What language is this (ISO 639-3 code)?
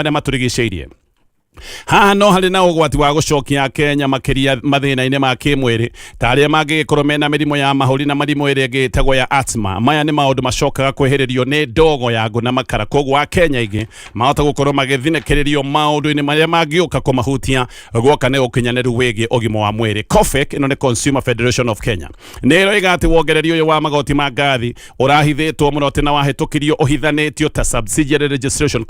kik